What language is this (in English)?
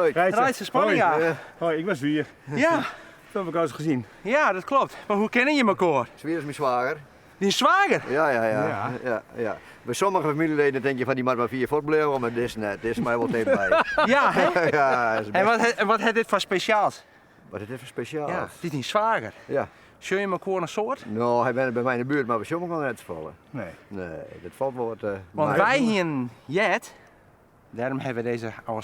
Western Frisian